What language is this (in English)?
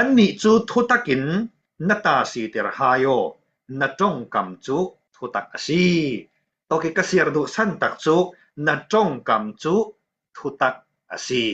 Falam Chin